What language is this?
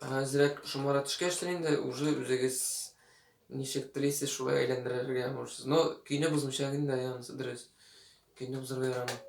Tatar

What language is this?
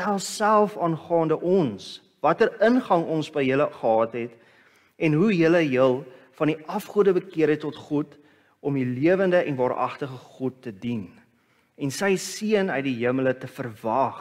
Afrikaans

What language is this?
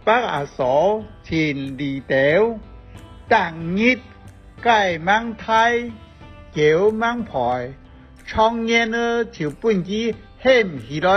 Hakka Chinese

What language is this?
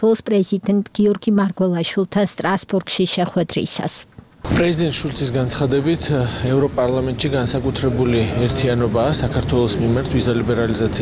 Georgian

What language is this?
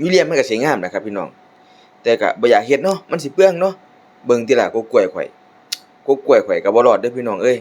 Lao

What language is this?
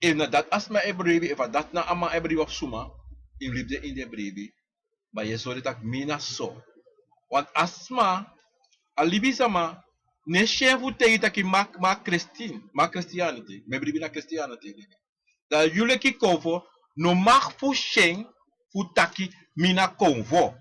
Sranan Tongo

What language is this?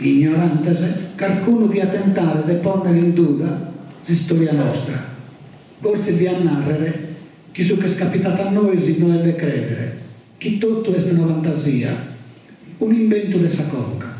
Sardinian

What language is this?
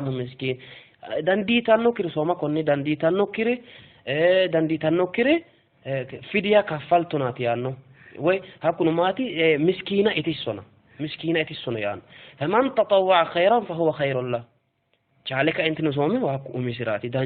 Sidamo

